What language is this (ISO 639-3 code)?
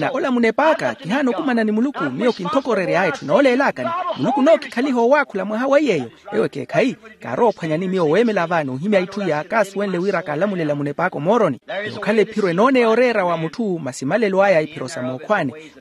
vmw